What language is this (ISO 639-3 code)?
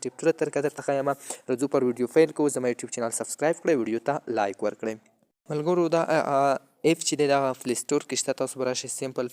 pus